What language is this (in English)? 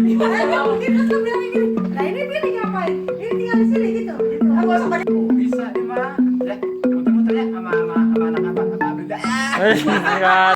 Betawi